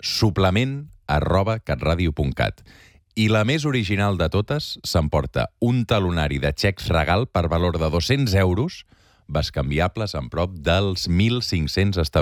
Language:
Catalan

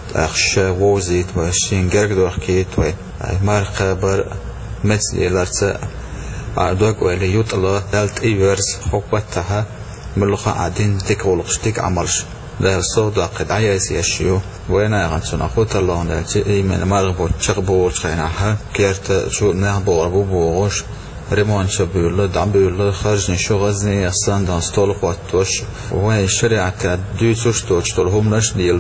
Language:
Chechen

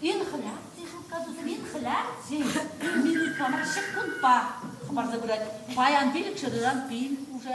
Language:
Chuvash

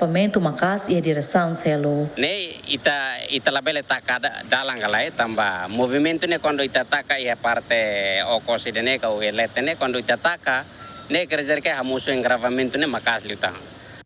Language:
Tetum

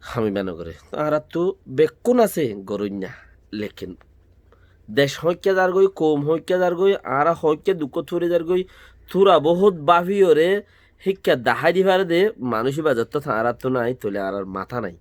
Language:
Rohingya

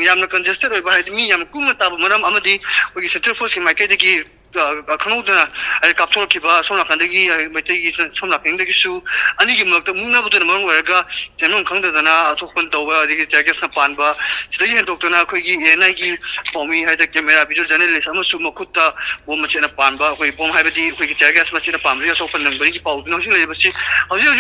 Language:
Manipuri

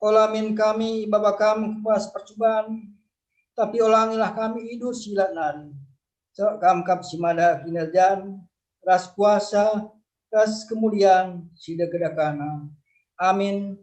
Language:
Batak Karo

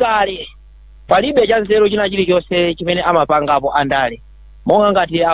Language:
Nyanja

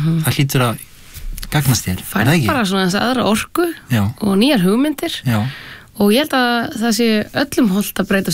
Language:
Icelandic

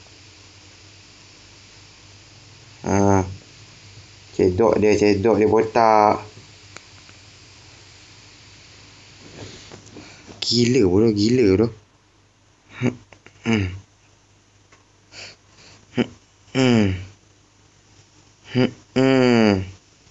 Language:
Malay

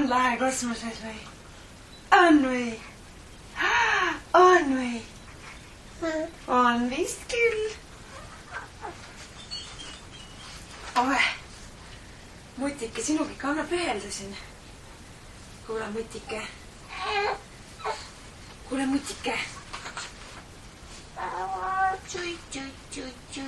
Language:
Estonian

